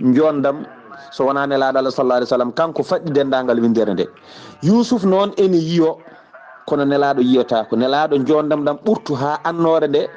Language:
Fula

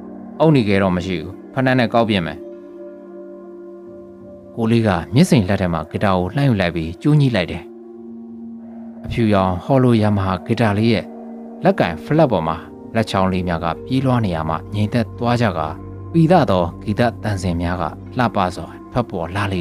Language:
Burmese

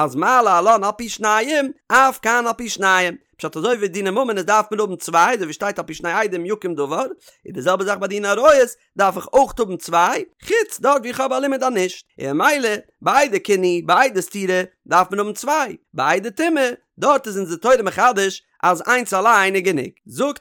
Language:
Yiddish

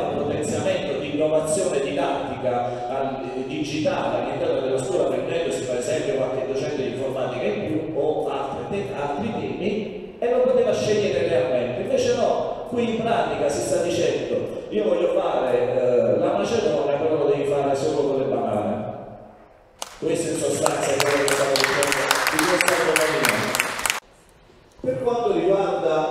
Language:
Italian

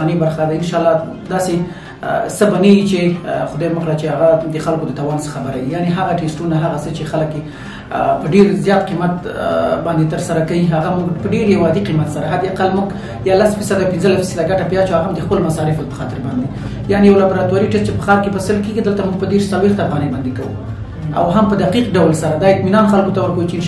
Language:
Pashto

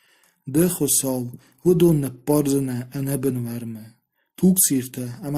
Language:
Ossetic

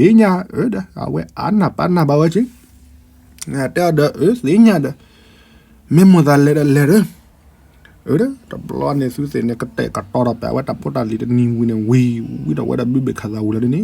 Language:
S'gaw Karen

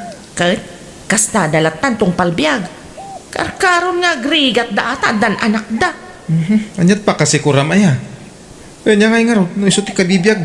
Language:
Iloko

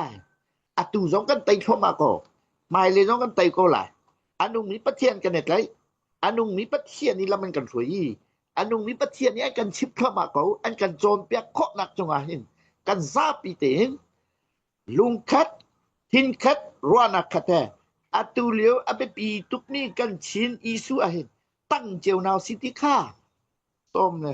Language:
Hakha Chin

